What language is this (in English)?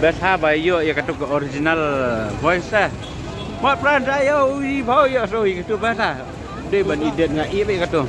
Khasi